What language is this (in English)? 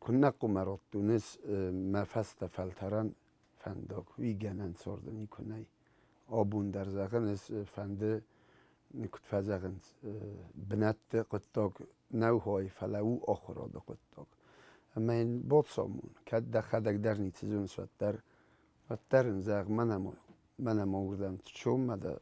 Ossetic